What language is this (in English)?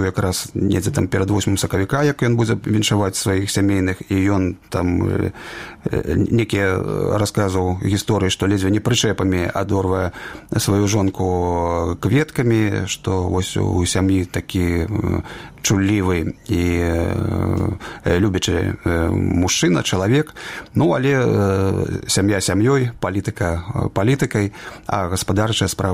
Belarusian